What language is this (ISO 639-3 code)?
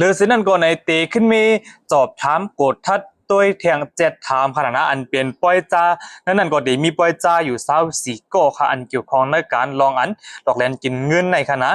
shn